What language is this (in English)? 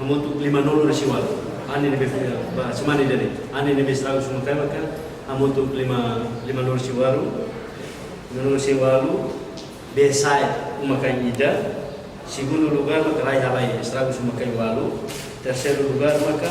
Tetum